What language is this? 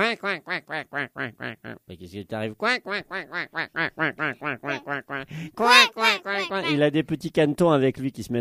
French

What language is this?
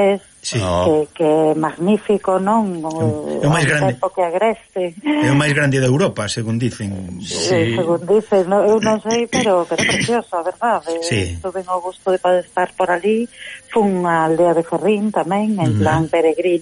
Galician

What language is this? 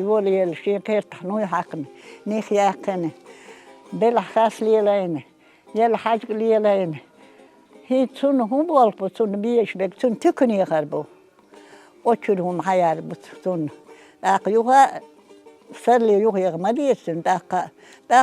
Chechen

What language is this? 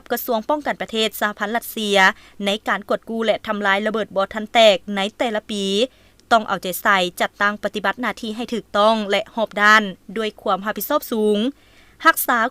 Lao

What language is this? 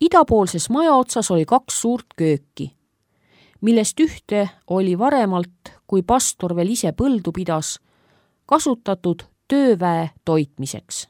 Estonian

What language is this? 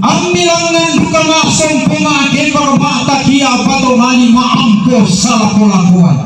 Toraja-Sa'dan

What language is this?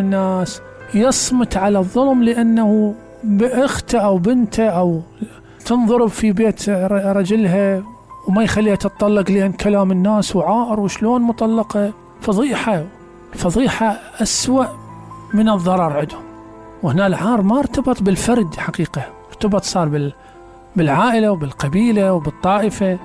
Mesopotamian Arabic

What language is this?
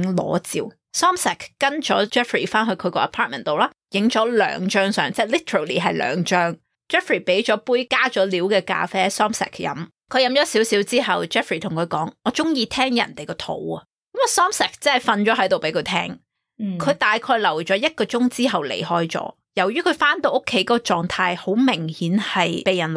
Cantonese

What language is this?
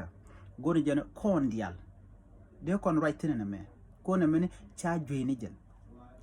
Nuer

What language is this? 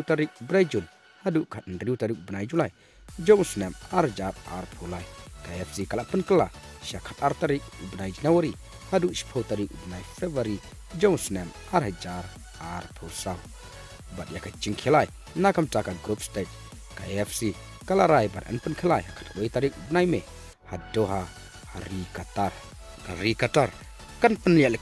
Khasi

